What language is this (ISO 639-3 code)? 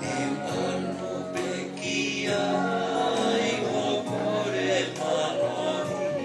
ton